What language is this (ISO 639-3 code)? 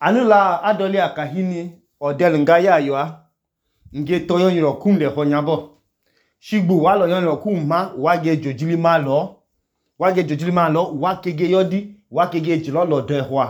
idu